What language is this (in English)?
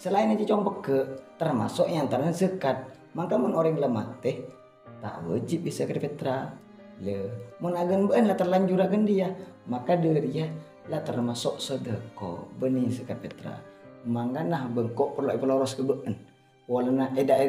Madurese